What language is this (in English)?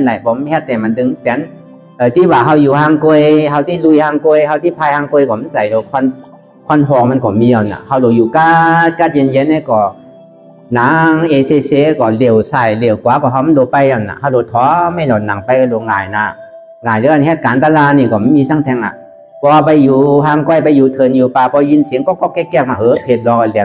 Shan